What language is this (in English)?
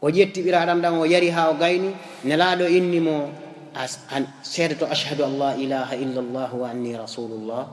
Fula